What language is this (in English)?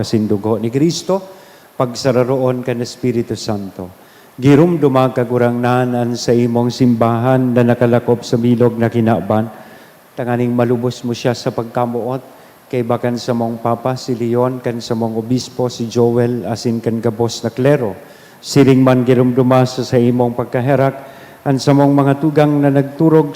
Bikol